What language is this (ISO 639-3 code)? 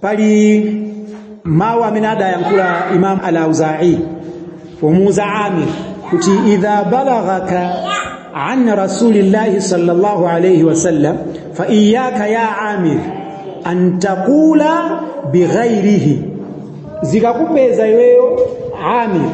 nya